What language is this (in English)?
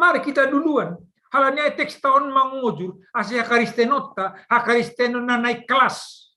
Batak Simalungun